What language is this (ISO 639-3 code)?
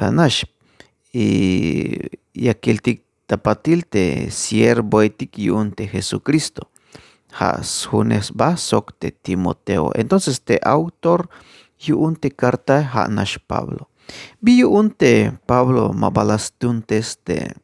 tzh